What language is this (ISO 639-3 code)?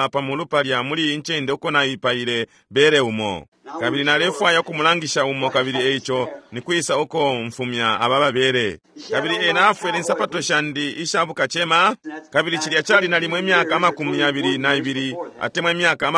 bem